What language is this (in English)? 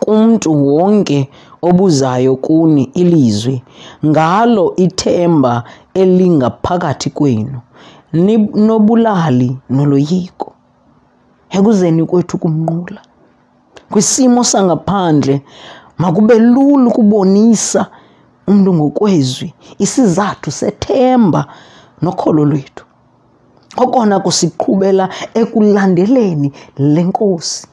Xhosa